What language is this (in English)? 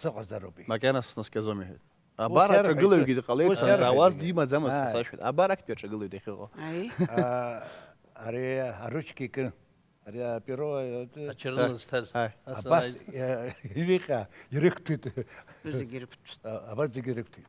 Abkhazian